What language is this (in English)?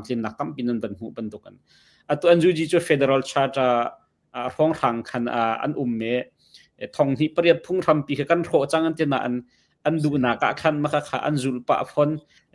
Hakha Chin